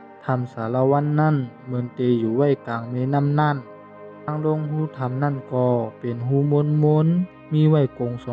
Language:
Shan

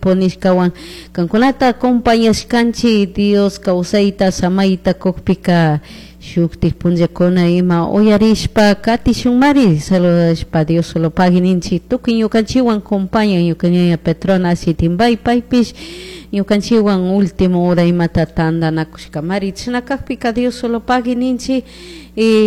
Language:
Chimborazo Highland Quichua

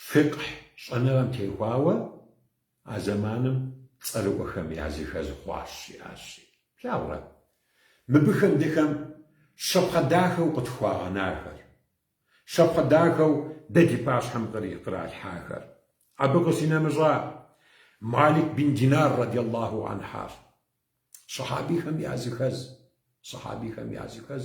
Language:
Kabardian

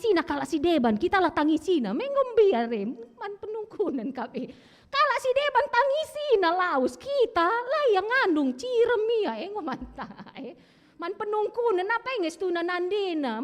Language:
Batak Karo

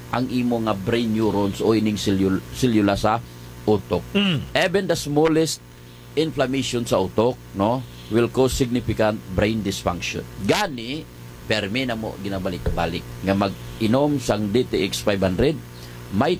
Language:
Hiligaynon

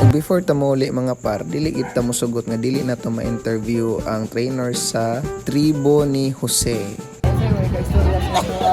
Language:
Cebuano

